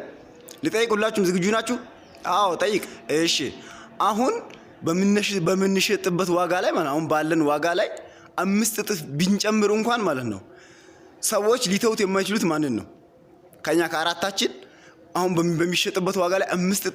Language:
Amharic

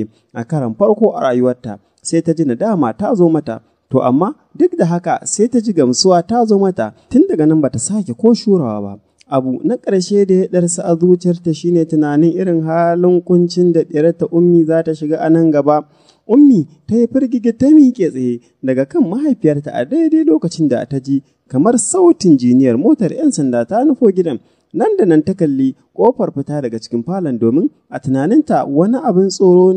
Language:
Hausa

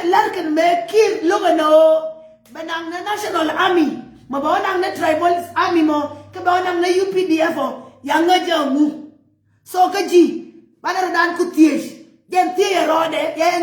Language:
Nuer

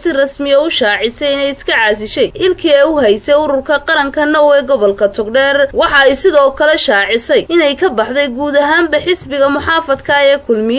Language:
Somali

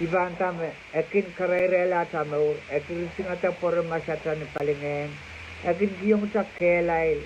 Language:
Pohnpeian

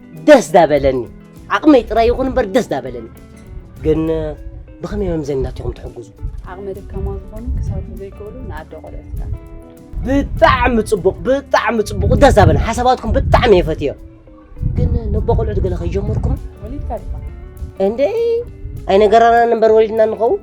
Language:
Tigrinya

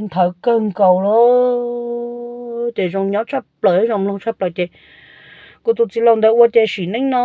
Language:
Hmong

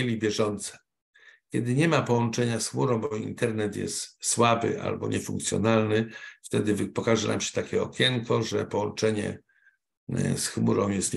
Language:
Polish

